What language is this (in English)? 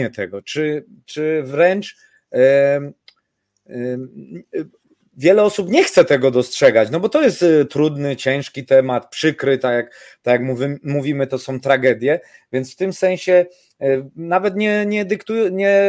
Polish